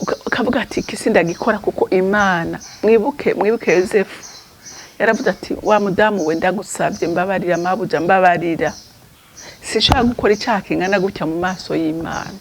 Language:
Rundi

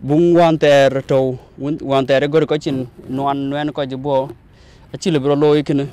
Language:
Dinka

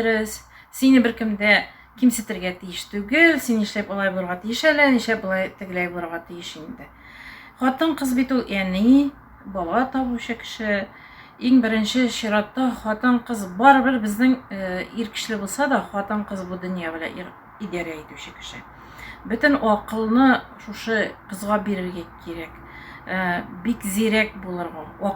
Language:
Tatar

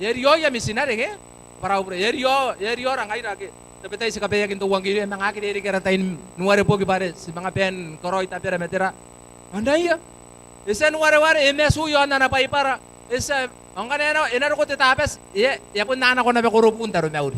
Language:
Gilbertese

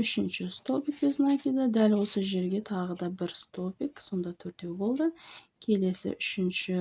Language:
Kazakh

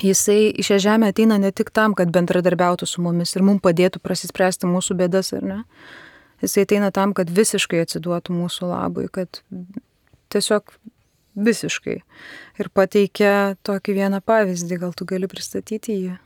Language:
Lithuanian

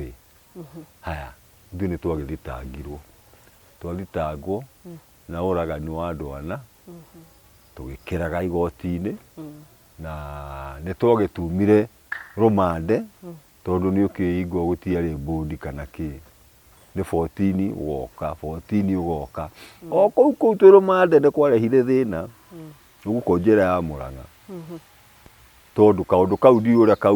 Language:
Kikuyu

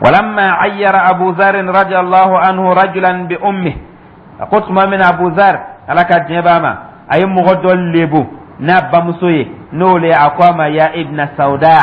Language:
Dyula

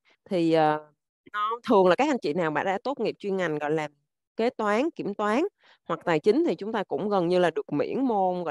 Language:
Vietnamese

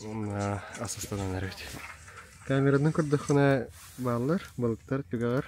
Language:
Yakut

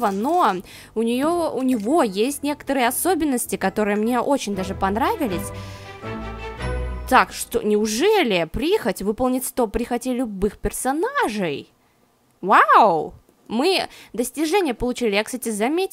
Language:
Russian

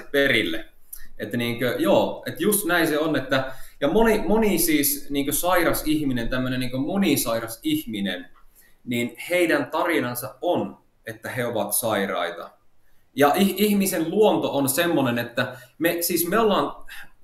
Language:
Finnish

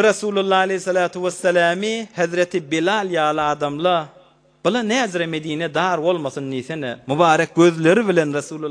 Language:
Turkmen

